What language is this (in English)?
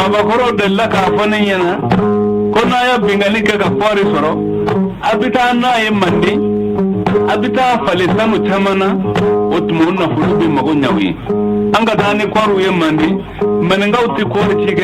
Bambara